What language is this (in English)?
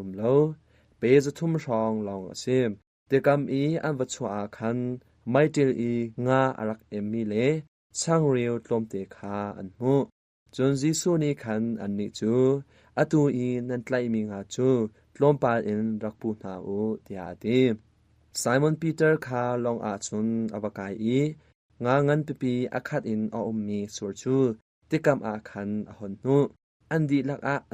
Hakha Chin